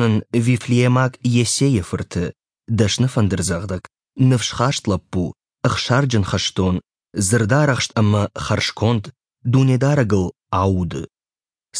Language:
Ossetic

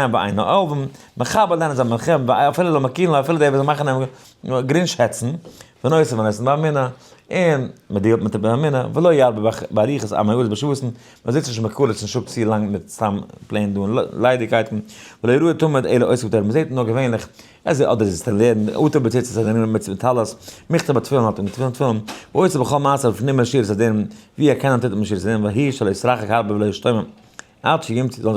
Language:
Yiddish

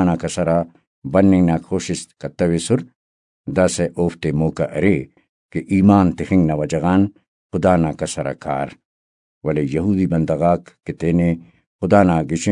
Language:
Brahui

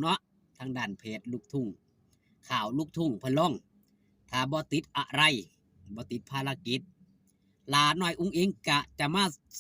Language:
Northeastern Thai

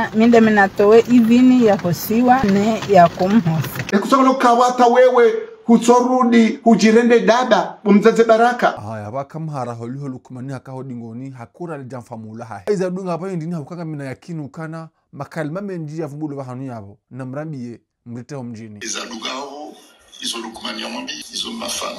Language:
Ngazidja Comorian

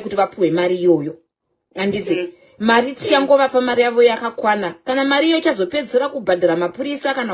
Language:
Shona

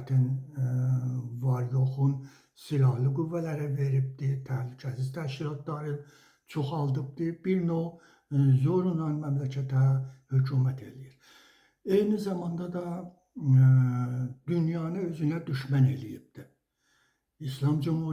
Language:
Azerbaijani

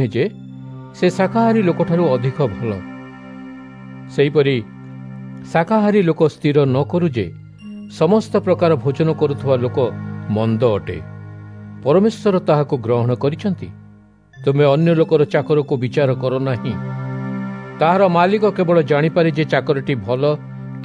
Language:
Odia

